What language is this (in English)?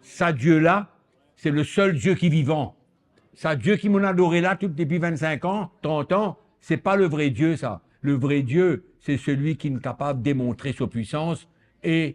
Morisyen